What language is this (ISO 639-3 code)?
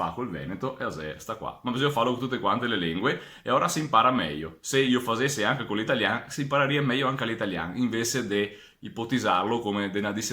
vec